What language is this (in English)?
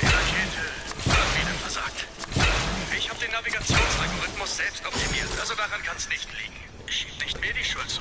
Bavarian